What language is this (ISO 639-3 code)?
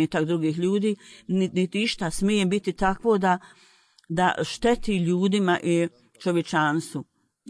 bos